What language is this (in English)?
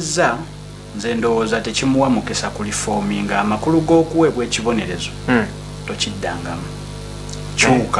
Ganda